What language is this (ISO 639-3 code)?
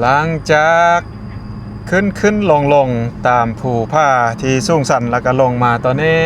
lao